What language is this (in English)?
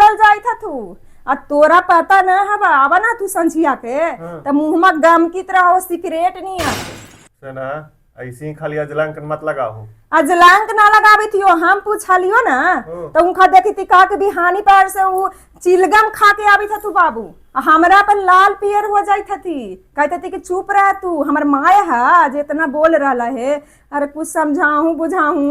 Magahi